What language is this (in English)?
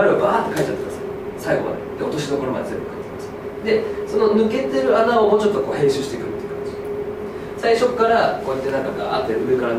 Japanese